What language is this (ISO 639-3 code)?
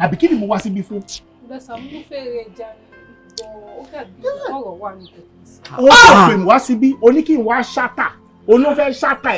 yor